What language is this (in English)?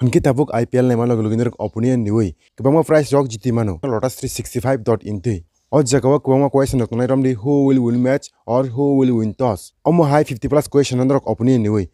Kok Borok